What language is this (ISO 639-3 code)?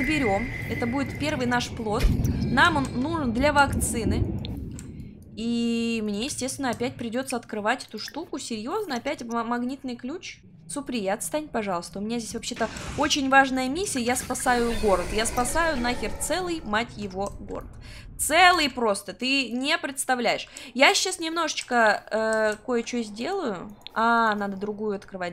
rus